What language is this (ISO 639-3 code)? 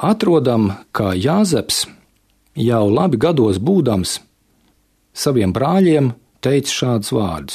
lav